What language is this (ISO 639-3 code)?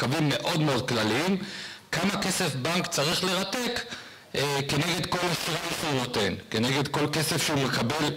heb